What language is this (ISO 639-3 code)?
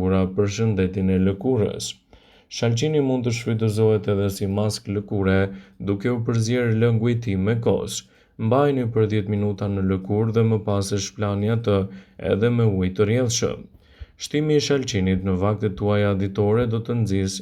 sqi